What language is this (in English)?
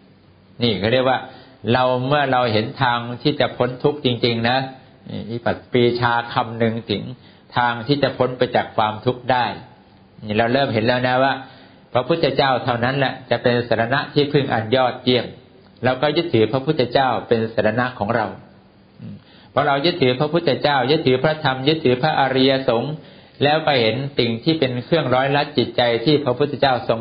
Thai